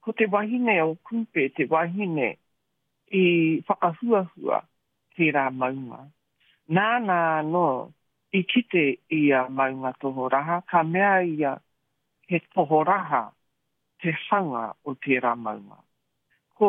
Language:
Māori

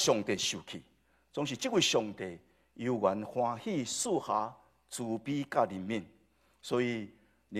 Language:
Min Nan Chinese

